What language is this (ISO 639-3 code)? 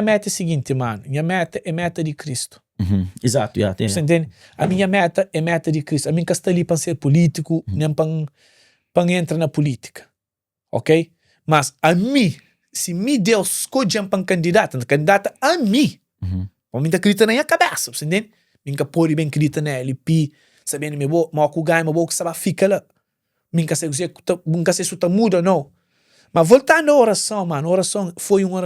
kea